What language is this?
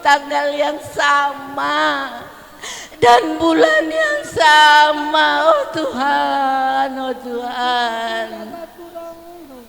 Batak Karo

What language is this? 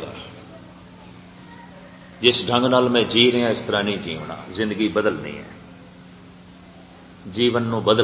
Punjabi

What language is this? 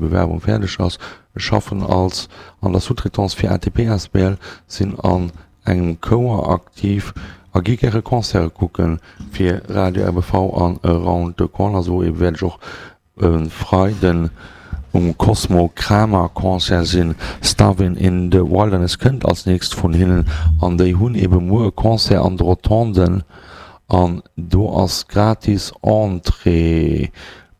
Luxembourgish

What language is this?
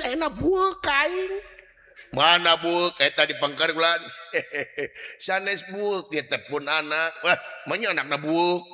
Sundanese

